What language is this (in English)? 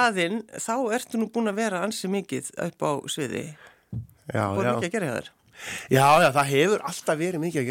Icelandic